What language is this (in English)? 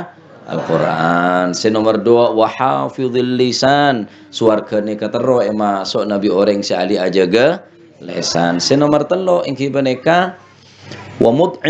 Madurese